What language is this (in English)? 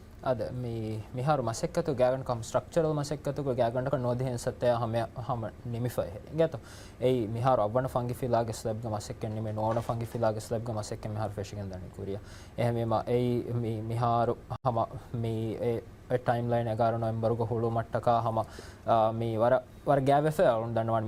Divehi